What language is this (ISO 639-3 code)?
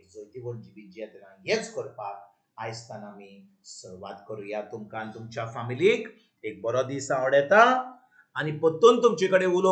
kok